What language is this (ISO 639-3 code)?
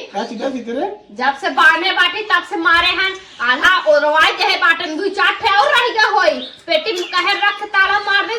awa